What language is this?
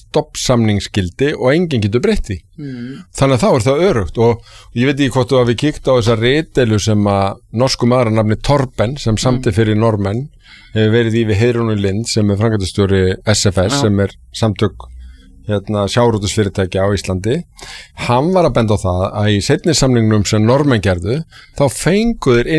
Icelandic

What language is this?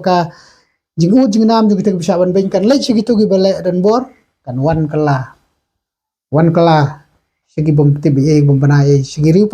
Khasi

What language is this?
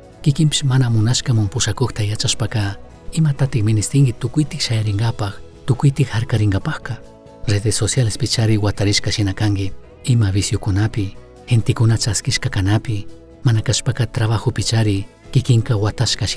Chimborazo Highland Quichua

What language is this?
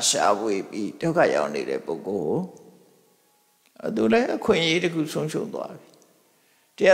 Burmese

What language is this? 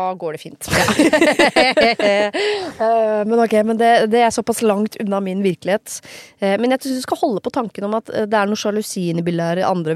Norwegian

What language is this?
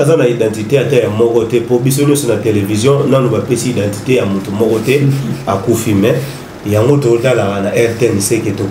Lingala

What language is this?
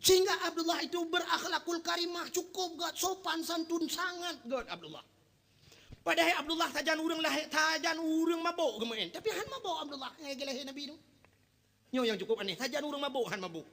Achinese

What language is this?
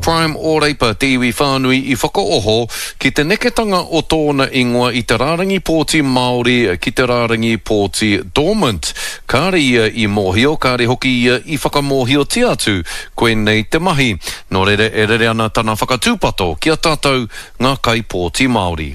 Māori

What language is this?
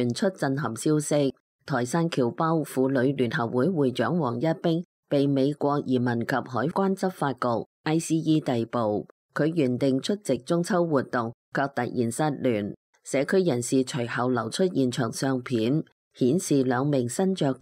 Cantonese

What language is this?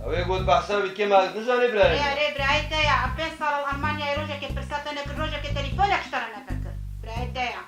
Kurdish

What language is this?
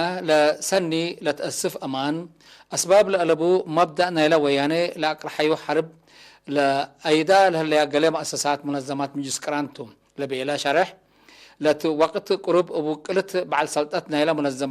Tigre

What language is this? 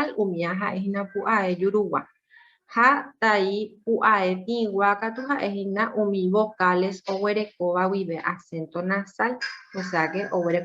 Guarani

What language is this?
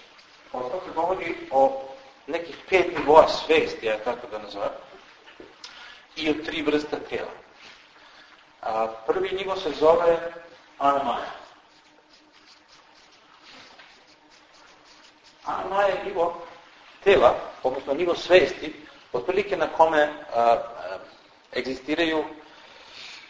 Serbian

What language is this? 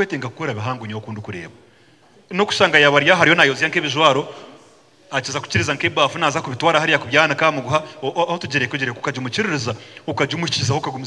Nyankole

